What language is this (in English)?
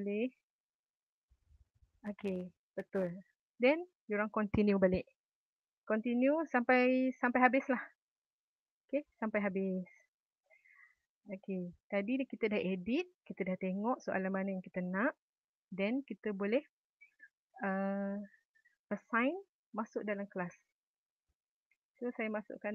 Malay